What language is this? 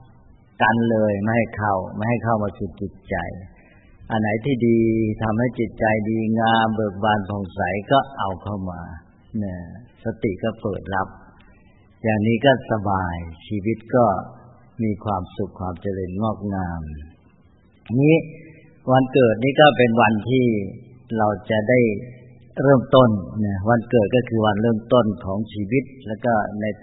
Thai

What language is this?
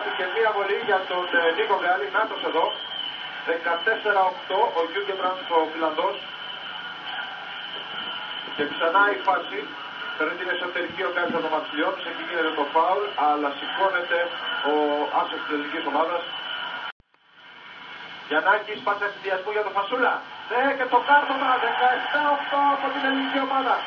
Greek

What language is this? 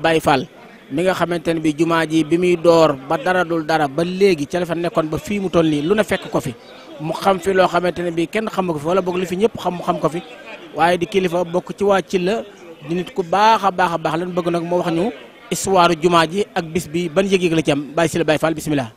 Wolof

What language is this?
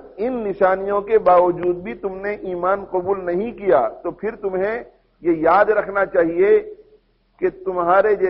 Urdu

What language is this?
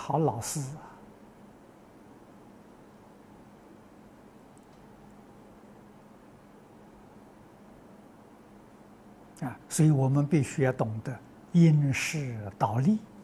Chinese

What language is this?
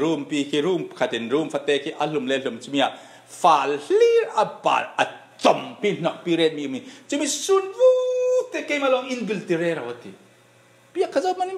Falam Chin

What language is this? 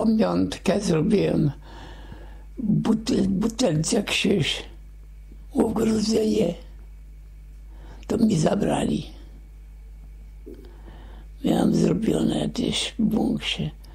Polish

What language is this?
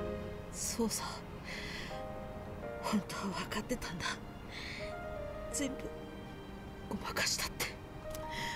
Japanese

